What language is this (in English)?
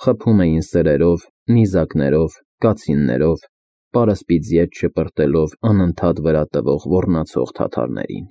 Armenian